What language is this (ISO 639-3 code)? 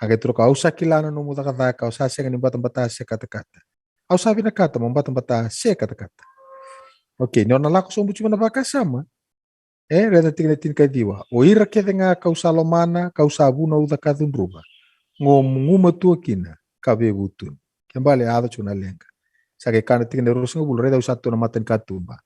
fij